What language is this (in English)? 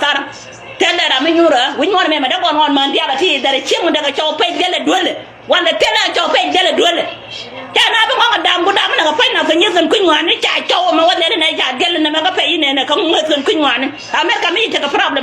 Nuer